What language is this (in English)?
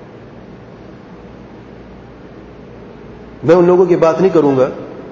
Urdu